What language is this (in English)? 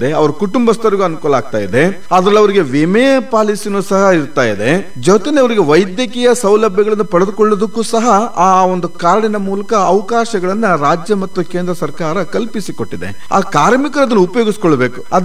Kannada